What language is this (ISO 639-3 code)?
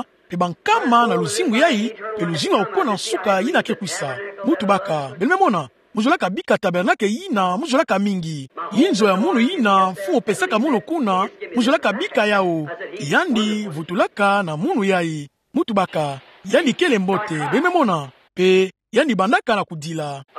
ktu